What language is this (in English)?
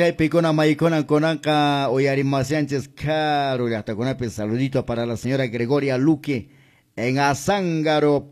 Quechua